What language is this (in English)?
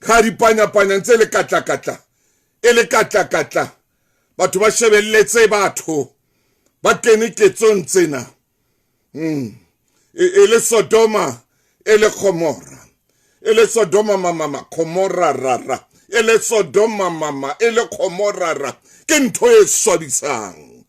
Southern Sotho